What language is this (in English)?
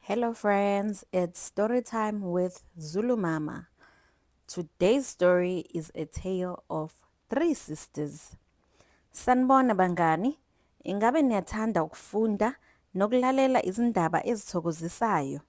Zulu